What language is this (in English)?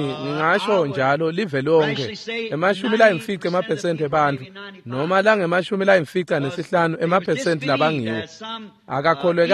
Swati